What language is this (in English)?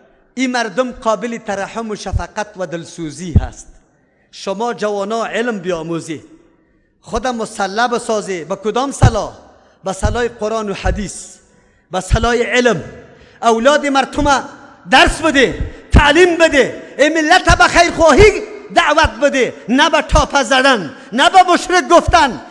Persian